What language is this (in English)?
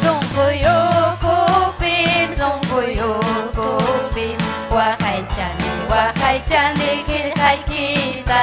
Ayacucho Quechua